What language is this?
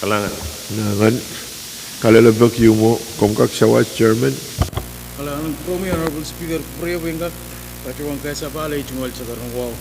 Pohnpeian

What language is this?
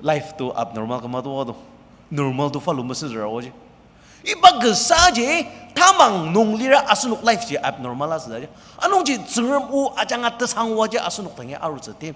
Ao Naga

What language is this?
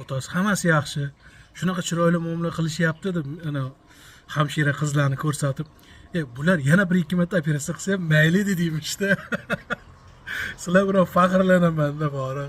Uzbek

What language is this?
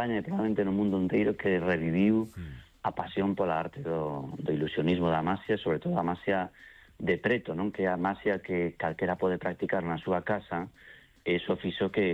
Galician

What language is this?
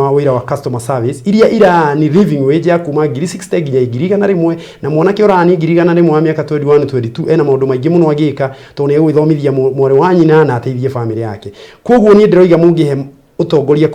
Kikuyu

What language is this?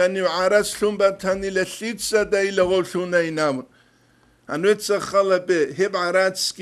Avaric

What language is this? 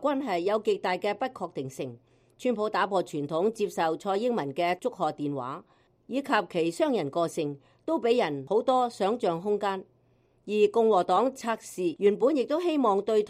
Cantonese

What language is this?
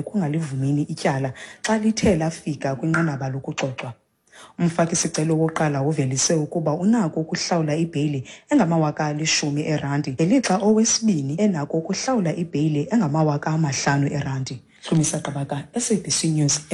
Xhosa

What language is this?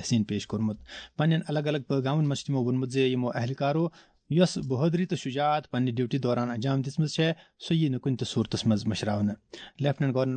Kashmiri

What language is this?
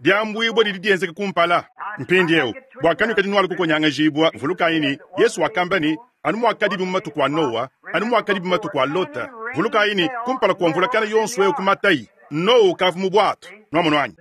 Luba-Lulua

